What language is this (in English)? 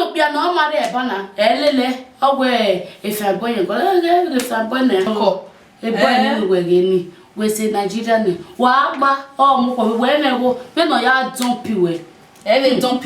Bini